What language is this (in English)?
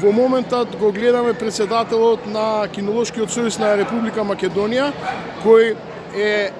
Macedonian